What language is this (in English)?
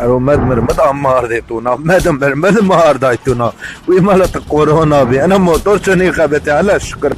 Zaza